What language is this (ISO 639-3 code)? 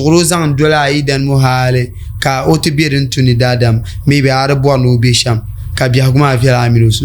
dag